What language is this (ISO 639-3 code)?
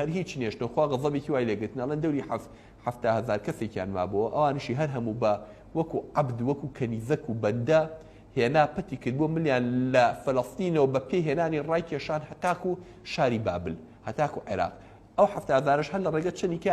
ckb